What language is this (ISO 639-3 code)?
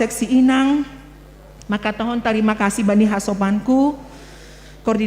bts